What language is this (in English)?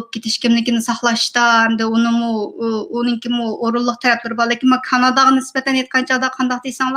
Uyghur